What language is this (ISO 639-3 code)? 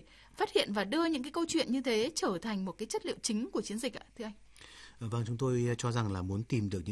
vie